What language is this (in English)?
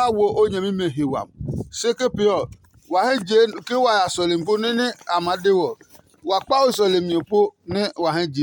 Adangme